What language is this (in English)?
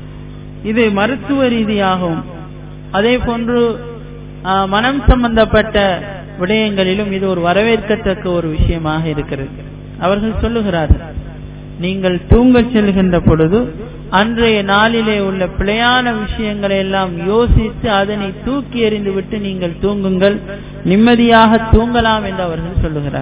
Tamil